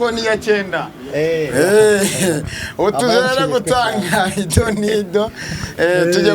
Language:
Kinyarwanda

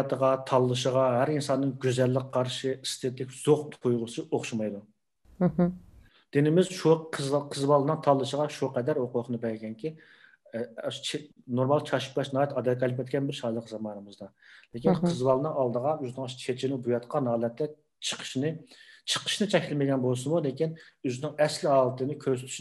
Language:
Uyghur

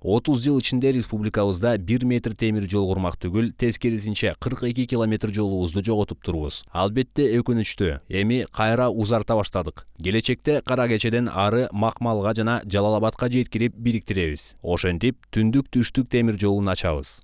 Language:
Kyrgyz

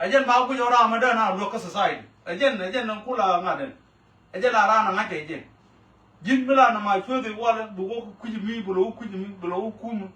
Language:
Nuer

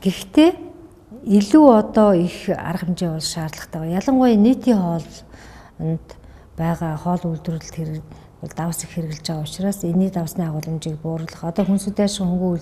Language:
Mongolian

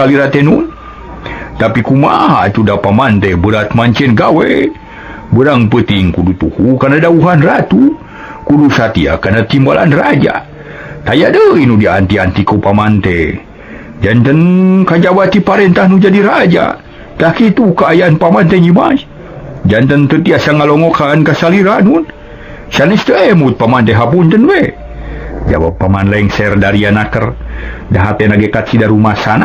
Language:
Sundanese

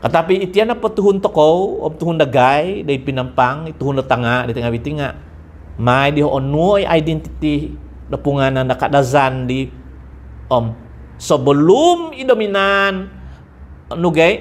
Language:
Central Dusun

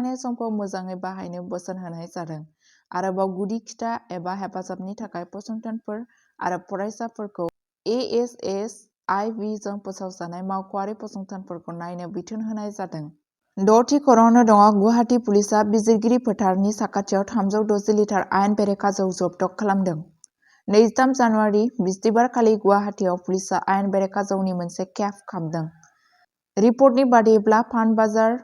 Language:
Bodo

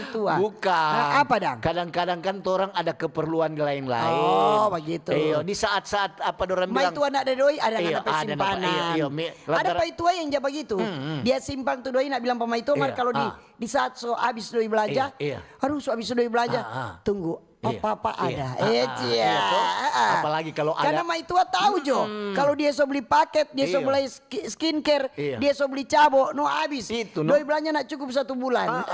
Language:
Manado Malay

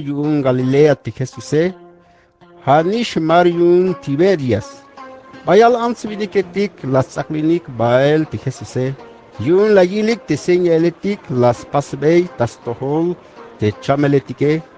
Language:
Tzeltal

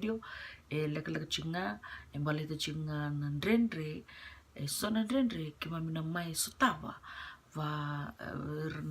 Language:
Fijian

